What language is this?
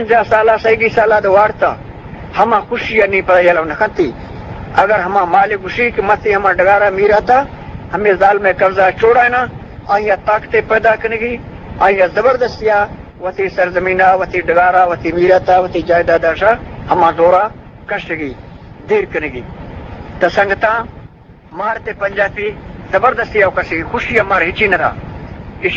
Eastern Balochi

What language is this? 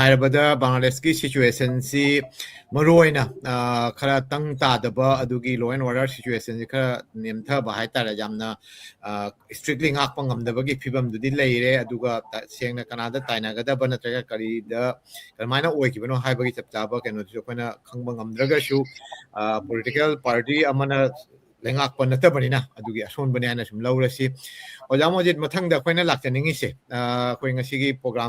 Manipuri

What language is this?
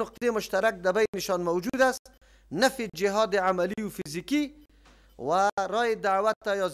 Persian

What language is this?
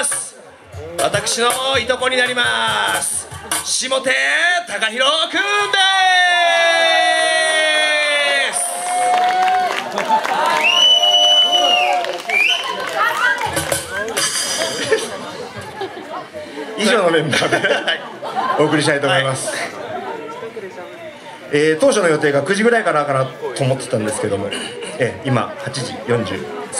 Japanese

